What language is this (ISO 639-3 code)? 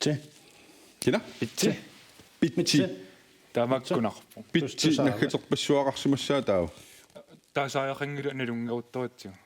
kal